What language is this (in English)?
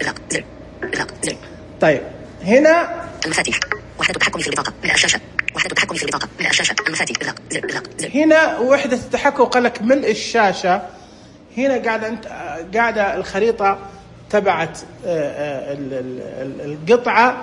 Najdi Arabic